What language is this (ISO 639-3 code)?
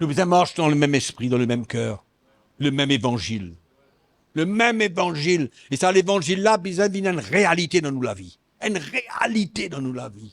mfe